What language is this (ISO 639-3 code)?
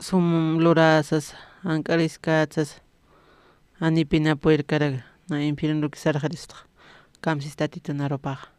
aym